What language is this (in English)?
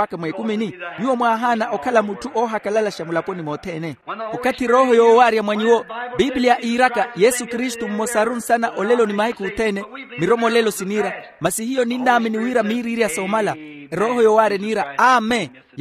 Makhuwa